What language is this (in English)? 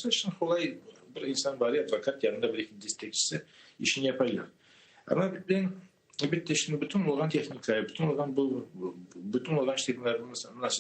Crimean Tatar